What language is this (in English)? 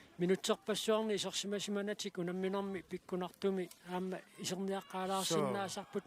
Kalaallisut